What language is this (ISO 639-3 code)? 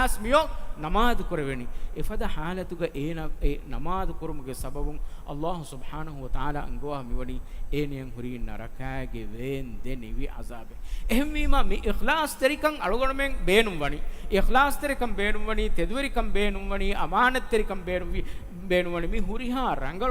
div